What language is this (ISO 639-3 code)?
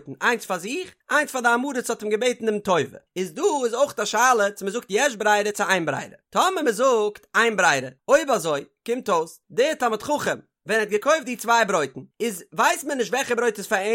yid